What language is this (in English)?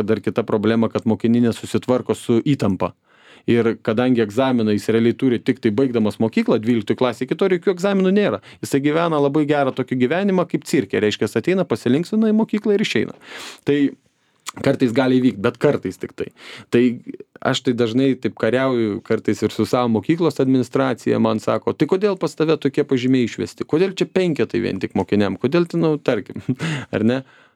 Lithuanian